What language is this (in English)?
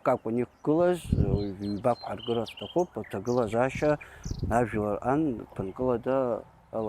Abkhazian